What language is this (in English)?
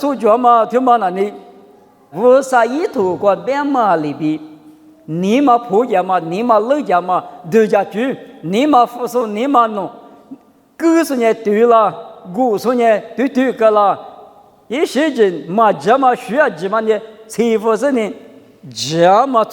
Lisu